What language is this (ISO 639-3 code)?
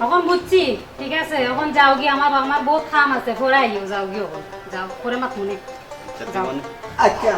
syl